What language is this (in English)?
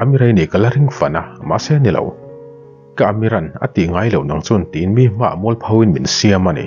Mizo